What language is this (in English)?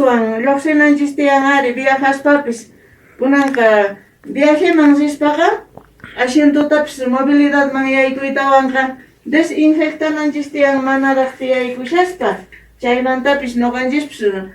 Quechua